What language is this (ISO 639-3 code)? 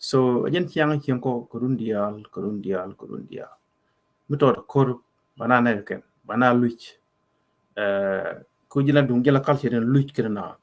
nus